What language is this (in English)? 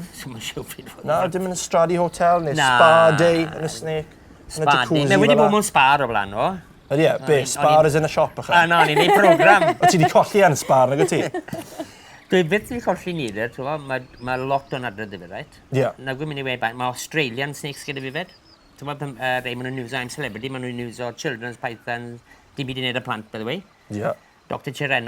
Welsh